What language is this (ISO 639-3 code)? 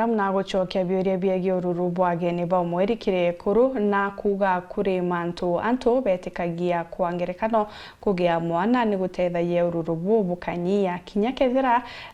mer